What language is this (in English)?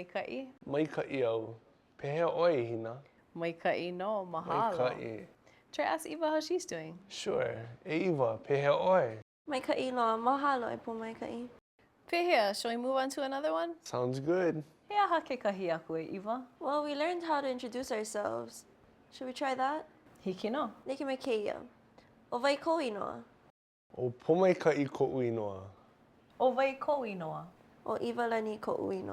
Hawaiian